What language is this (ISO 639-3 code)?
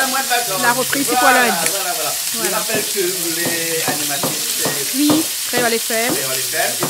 rcf